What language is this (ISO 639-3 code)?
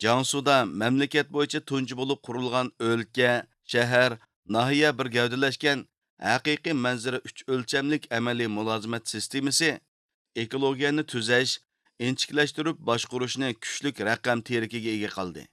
uig